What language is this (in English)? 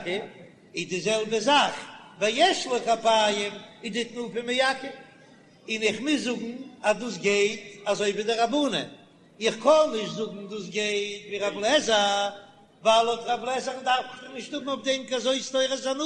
Yiddish